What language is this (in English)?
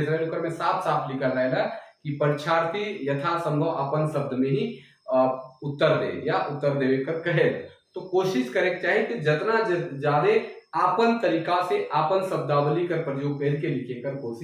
Sadri